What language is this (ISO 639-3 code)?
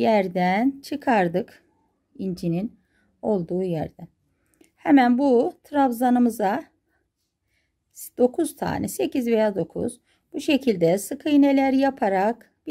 tur